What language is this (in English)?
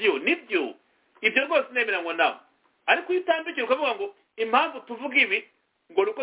Kinyarwanda